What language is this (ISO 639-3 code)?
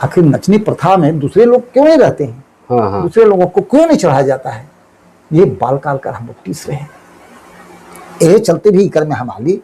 sck